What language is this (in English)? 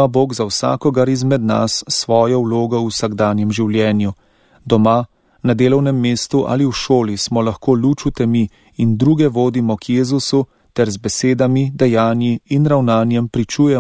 Slovenian